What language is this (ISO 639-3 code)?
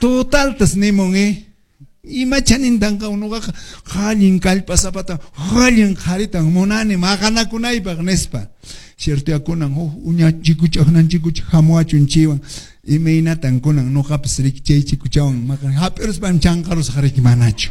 que